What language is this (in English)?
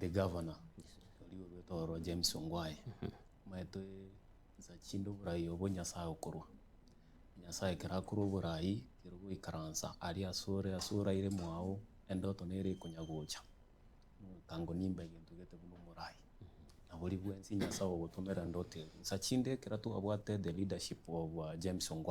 Gusii